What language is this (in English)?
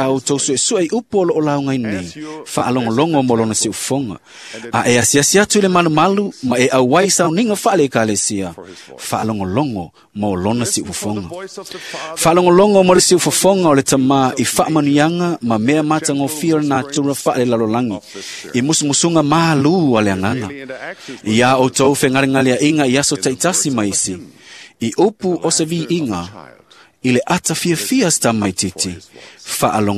Samoan